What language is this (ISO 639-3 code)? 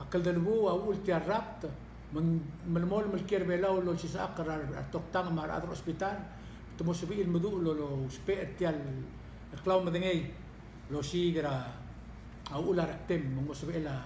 pau